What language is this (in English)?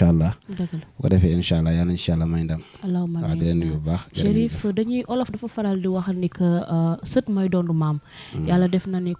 Wolof